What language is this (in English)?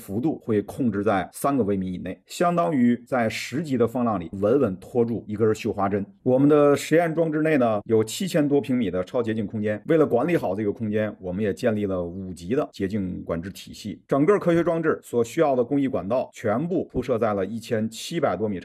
Chinese